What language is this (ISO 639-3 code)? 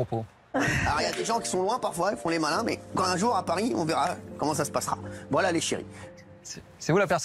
fra